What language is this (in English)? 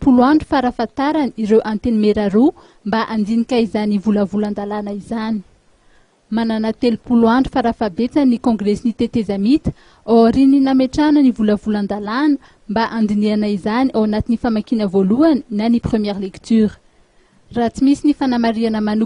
Malagasy